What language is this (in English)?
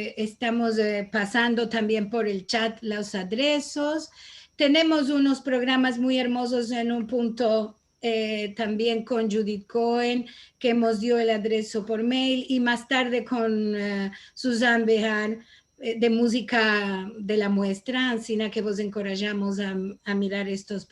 Ladino